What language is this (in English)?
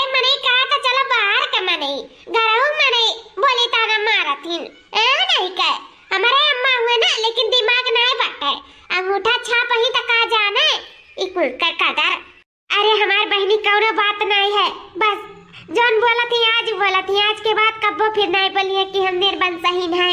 Awadhi